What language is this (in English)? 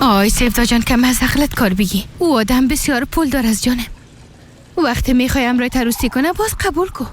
Persian